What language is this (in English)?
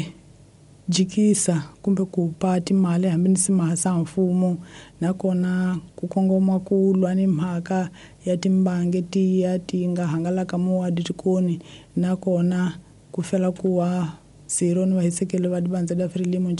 Tsonga